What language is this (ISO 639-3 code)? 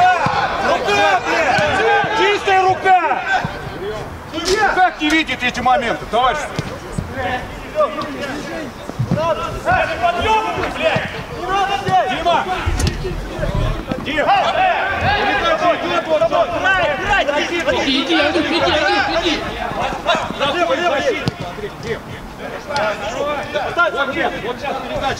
rus